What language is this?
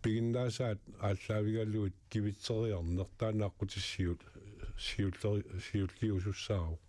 Kalaallisut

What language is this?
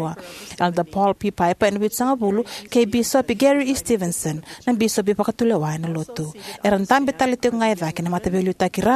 Fijian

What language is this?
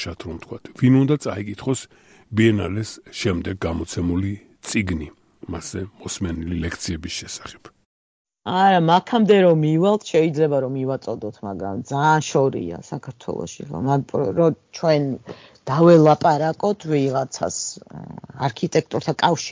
Georgian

